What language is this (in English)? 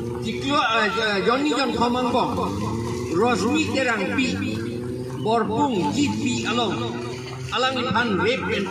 Karbi